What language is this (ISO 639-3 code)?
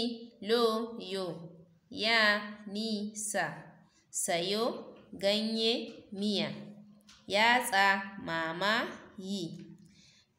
hau